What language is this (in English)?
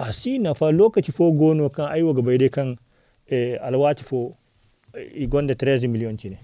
Zarma